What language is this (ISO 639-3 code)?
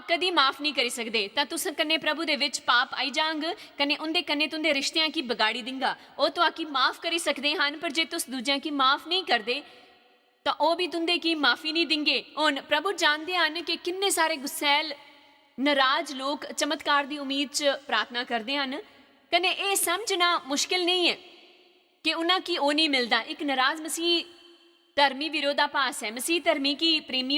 doi